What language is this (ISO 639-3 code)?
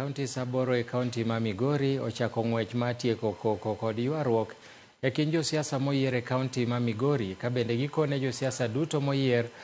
luo